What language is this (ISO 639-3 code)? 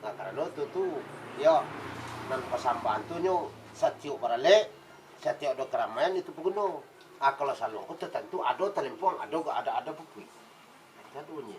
min